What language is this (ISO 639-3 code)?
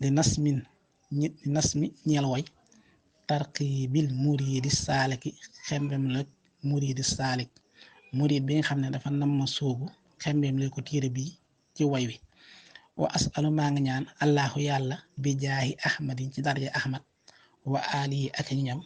wol